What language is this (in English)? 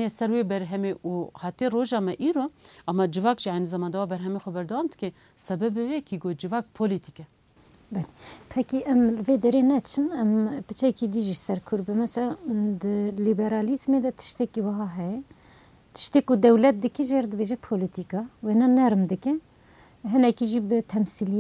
Kurdish